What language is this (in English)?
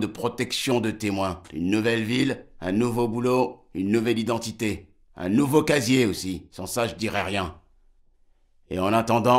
French